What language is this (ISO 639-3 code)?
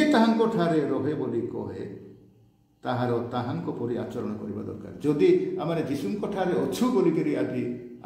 ori